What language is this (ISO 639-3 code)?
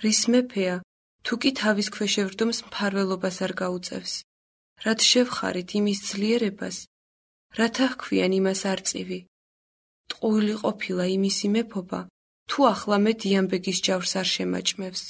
kat